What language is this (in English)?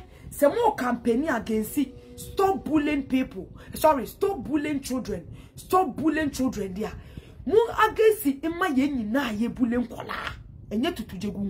Akan